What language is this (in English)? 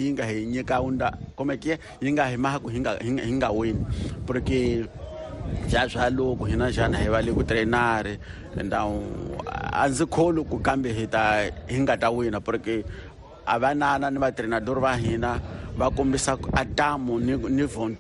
Tsonga